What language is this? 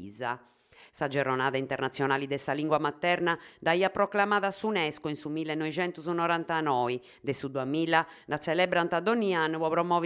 Sardinian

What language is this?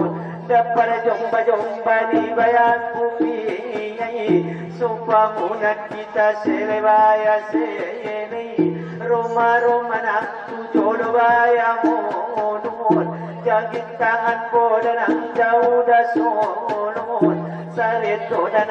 Batak Angkola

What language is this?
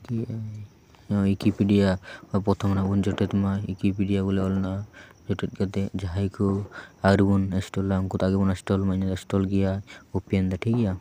Santali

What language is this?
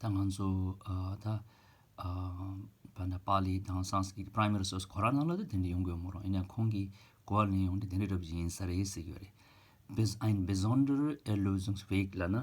Tibetan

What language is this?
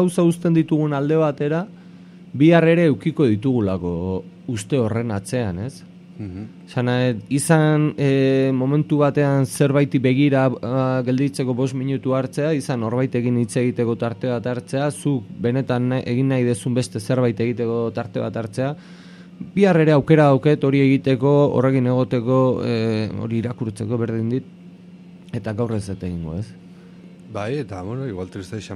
Basque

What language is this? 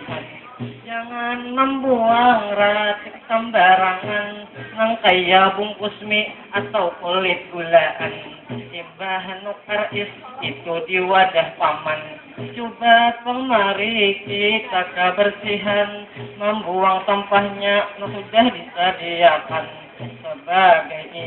Banjar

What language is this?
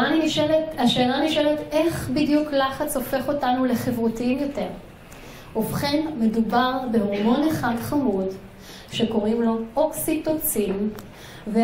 Hebrew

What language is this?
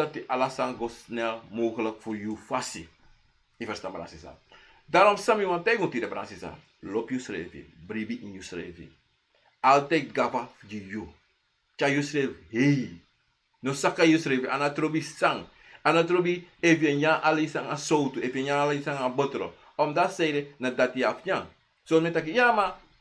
Sranan Tongo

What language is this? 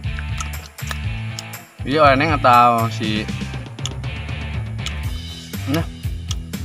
Indonesian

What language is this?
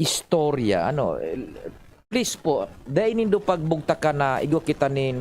Bikol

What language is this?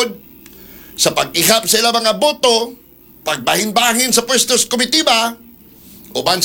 Cebuano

